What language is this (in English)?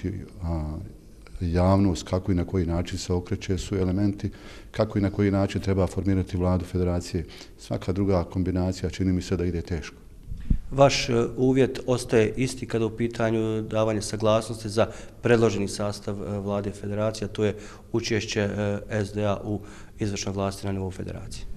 Bosnian